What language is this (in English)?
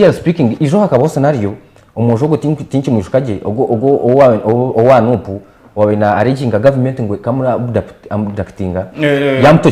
Nyankole